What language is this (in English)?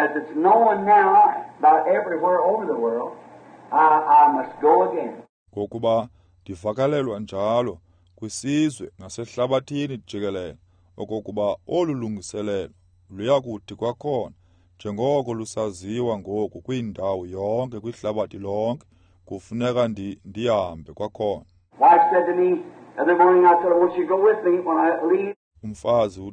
Xhosa